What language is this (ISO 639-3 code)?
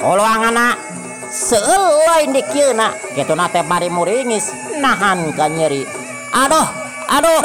sun